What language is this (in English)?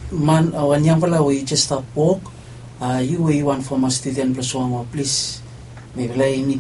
Bislama